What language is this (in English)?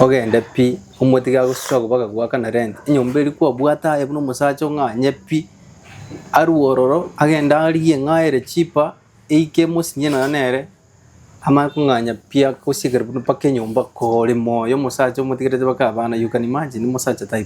Gusii